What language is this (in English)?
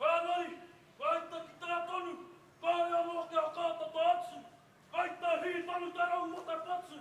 Māori